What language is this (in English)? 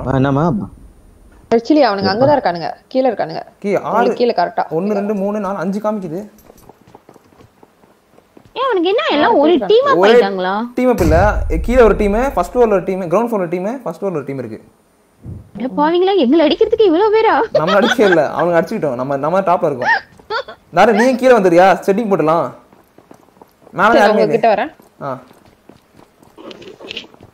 Tamil